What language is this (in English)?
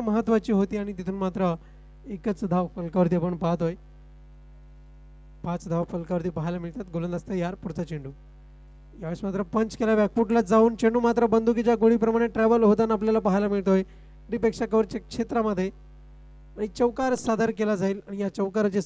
Marathi